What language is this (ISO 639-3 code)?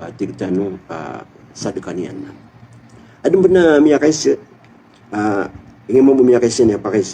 mrw